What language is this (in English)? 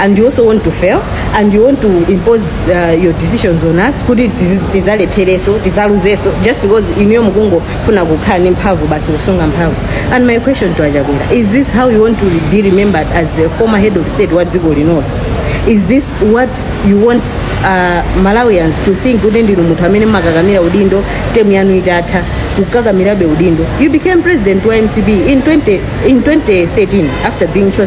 Nyanja